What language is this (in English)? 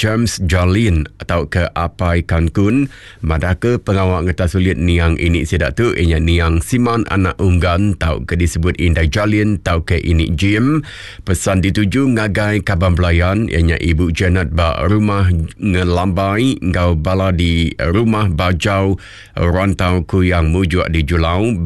Iban